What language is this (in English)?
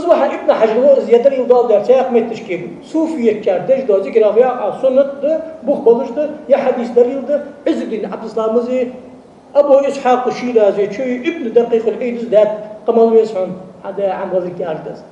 Ingush